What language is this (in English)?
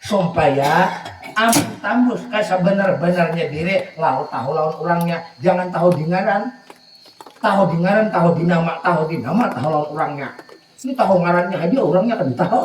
Banjar